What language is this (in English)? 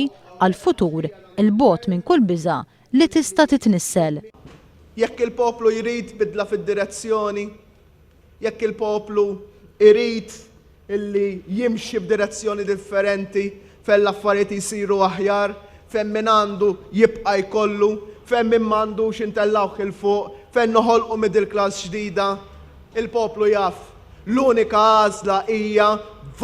Maltese